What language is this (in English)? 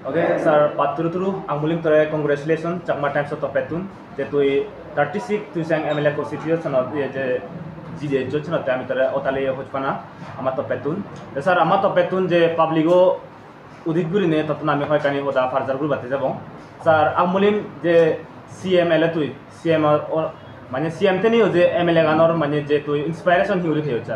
Chakma